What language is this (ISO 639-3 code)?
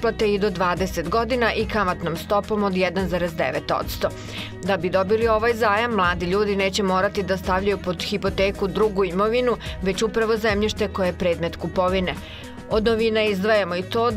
srp